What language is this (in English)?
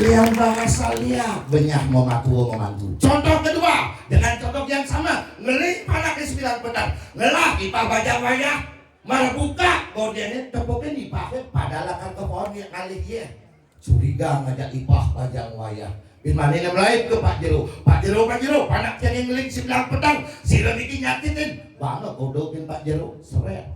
Balinese